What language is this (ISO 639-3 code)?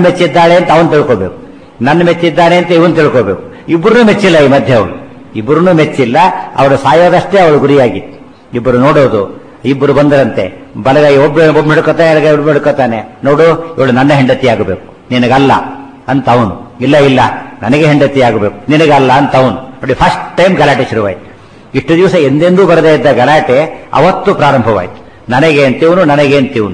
kan